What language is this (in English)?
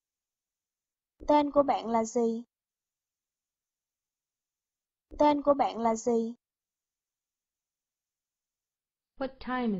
Vietnamese